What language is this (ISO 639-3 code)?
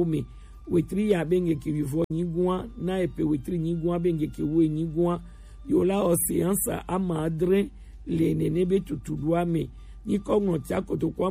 gej